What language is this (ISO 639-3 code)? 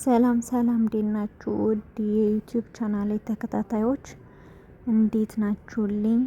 amh